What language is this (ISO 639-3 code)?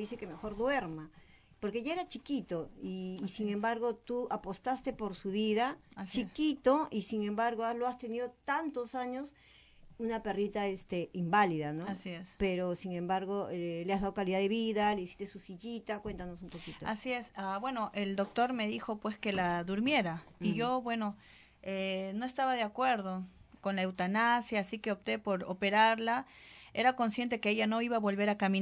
spa